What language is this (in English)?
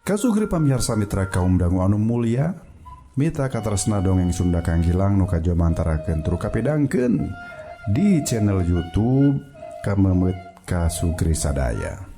Sundanese